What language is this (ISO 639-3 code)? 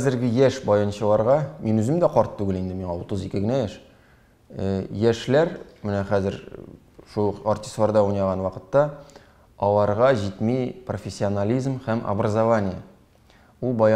tat